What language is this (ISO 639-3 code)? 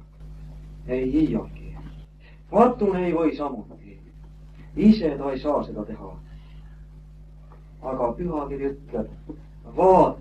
est